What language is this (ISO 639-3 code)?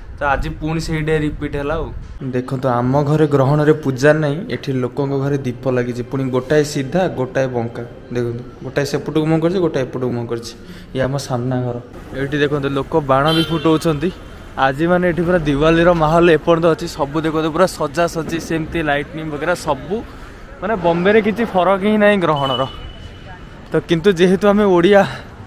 ori